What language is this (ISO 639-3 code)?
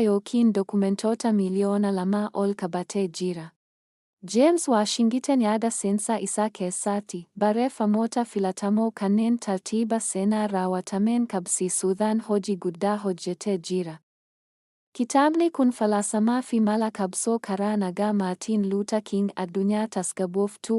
orm